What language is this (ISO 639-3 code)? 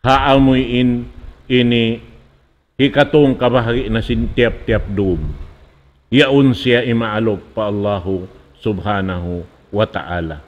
tsg